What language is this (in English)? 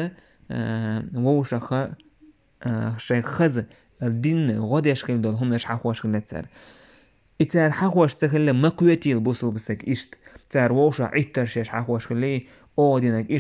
Chechen